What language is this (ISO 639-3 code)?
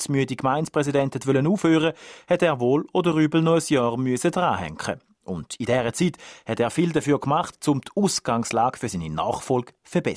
deu